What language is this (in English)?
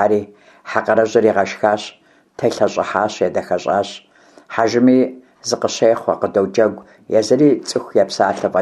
Kabardian